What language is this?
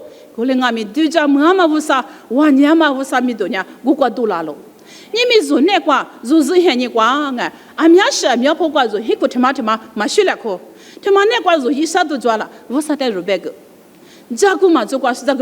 Lisu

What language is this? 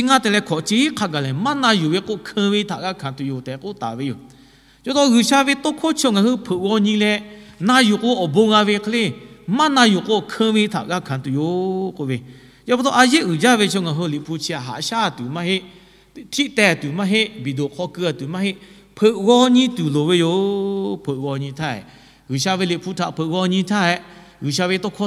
Lahu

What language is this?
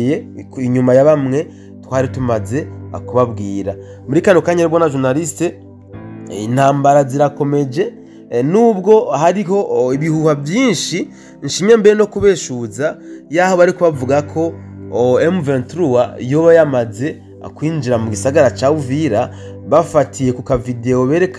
Rundi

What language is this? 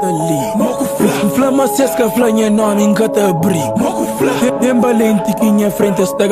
Kabuverdianu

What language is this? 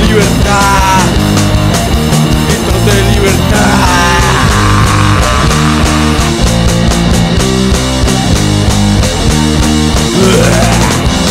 Spanish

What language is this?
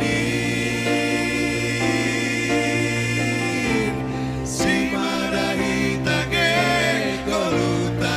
Batak Simalungun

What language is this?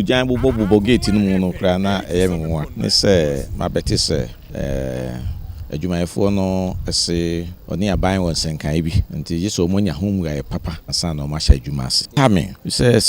Akan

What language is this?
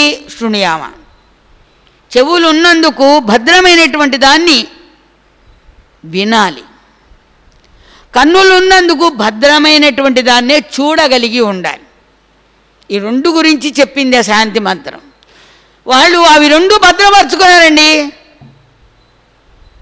Telugu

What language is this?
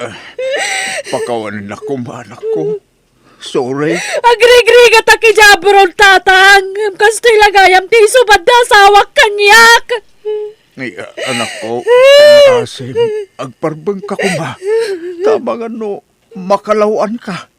Iloko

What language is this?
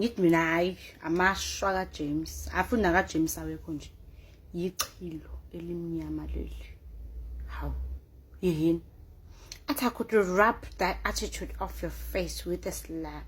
Zulu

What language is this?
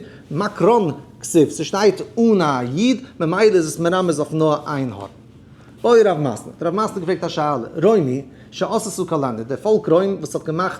Yiddish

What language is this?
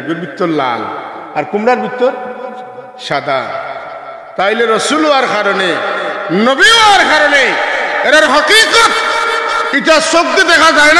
Sylheti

